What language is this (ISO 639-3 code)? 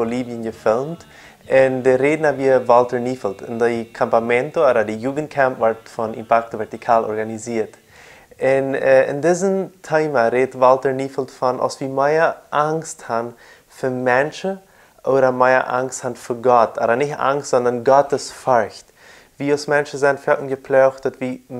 pdt